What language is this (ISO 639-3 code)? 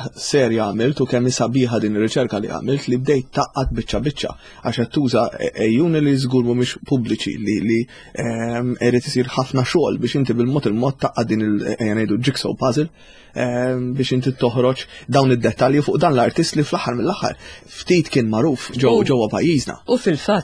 mlt